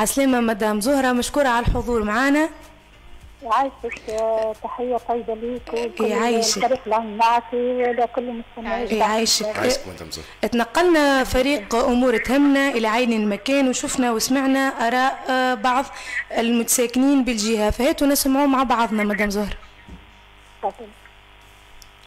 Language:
Tunisian Arabic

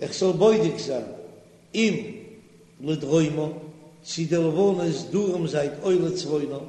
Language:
Yiddish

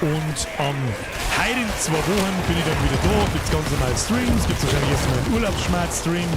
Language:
Bavarian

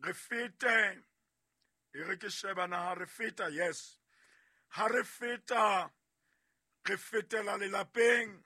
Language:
Southern Sotho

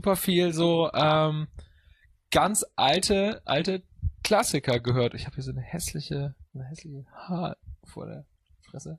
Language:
German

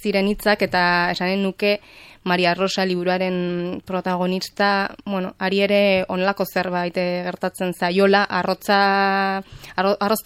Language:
Basque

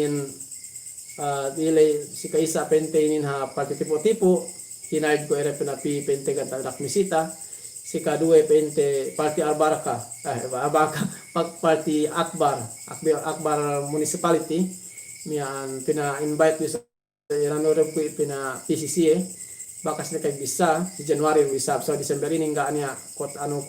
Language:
Yakan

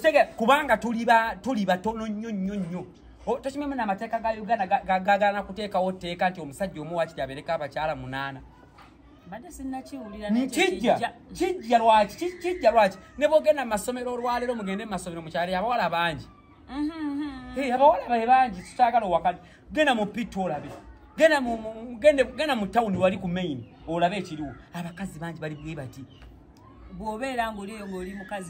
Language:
Ganda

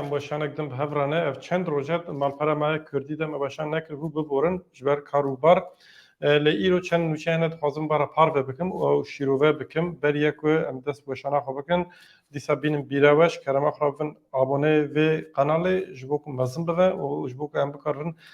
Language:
Kurdish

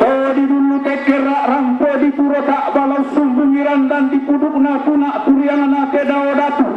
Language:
Toraja-Sa'dan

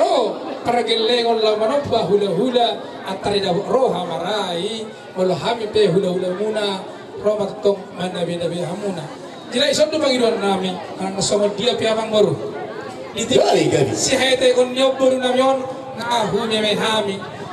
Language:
Batak Toba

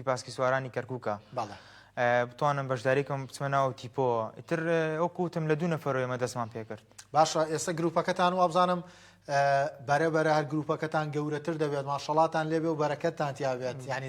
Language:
Central Kurdish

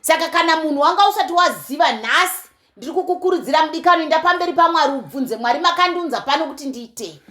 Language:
Shona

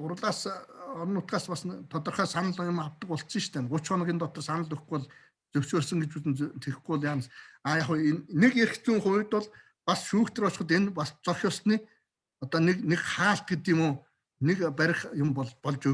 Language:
Mongolian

